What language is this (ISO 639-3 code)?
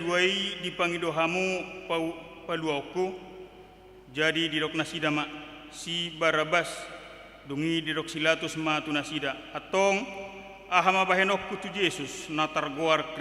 bbc